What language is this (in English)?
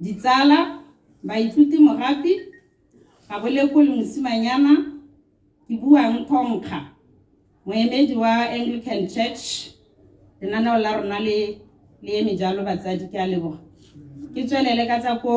Tswana